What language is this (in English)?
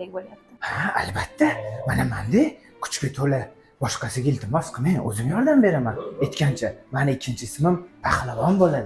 Uzbek